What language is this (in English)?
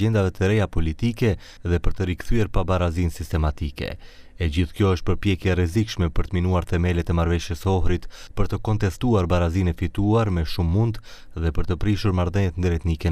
Albanian